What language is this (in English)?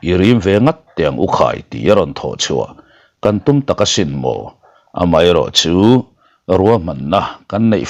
Mizo